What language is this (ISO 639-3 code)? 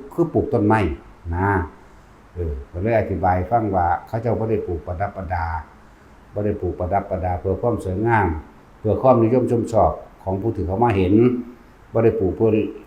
lao